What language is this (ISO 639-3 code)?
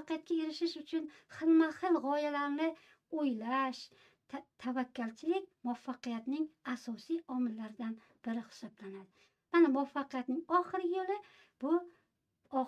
uzb